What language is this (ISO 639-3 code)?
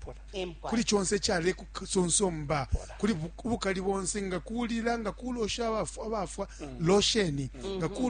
bem